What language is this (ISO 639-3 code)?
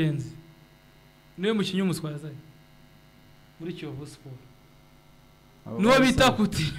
kin